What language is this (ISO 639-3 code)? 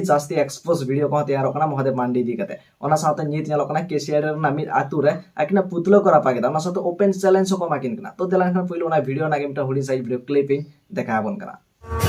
sat